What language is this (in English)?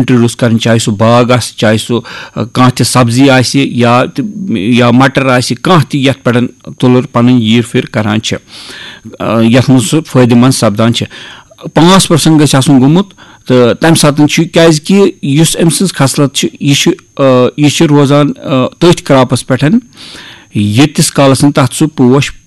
Kashmiri